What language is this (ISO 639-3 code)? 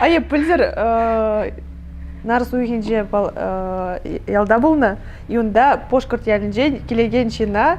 chv